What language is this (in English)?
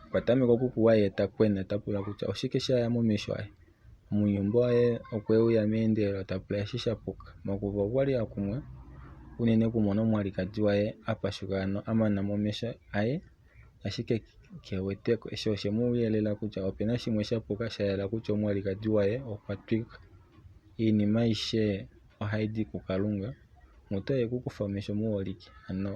Kuanyama